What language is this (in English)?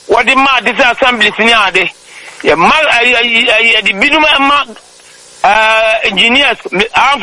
Akan